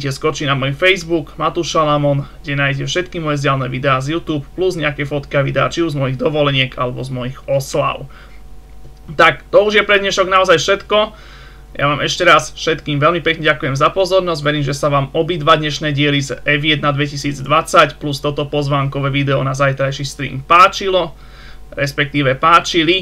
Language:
Slovak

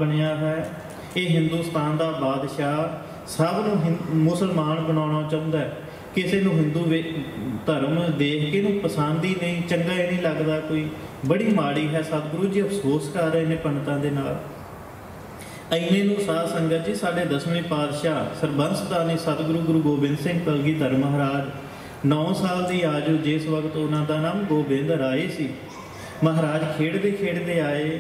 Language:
Punjabi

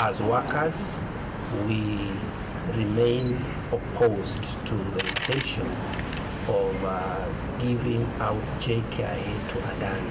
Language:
Meru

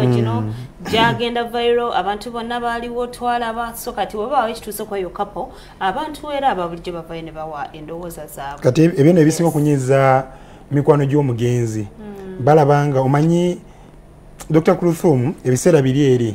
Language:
Ganda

